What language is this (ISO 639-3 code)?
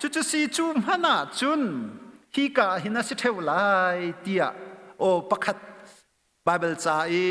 cnh